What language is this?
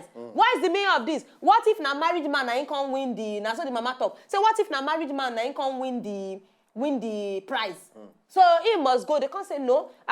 Nigerian Pidgin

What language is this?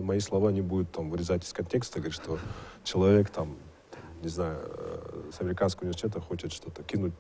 Russian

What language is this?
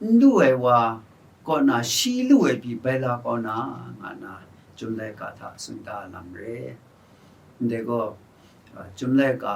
Kachin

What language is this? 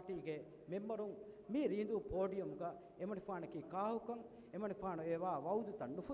Divehi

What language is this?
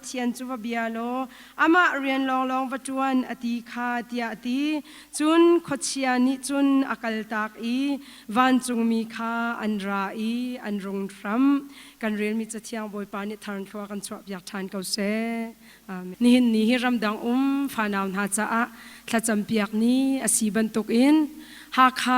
Hakha Chin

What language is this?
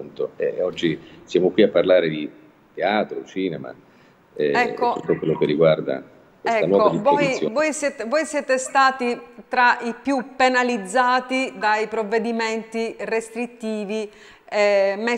Italian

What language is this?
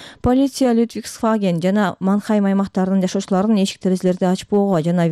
Kyrgyz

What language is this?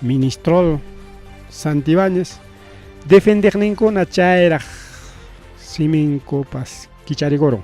Ayacucho Quechua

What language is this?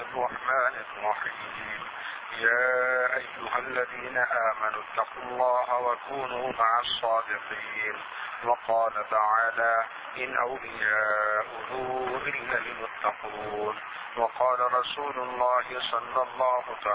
Urdu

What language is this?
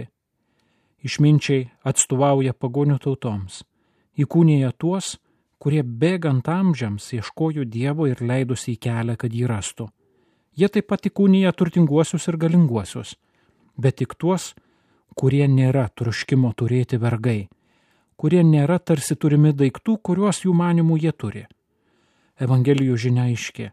Lithuanian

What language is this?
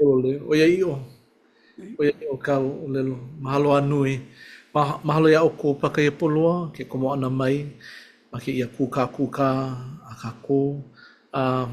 Hawaiian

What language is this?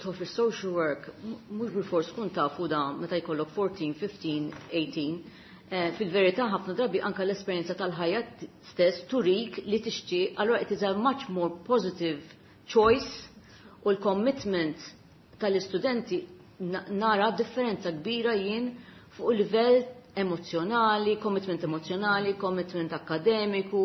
Maltese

